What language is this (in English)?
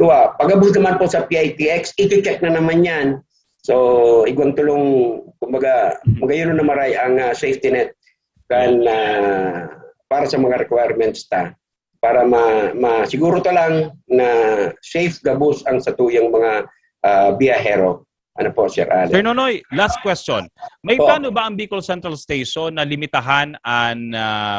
Bikol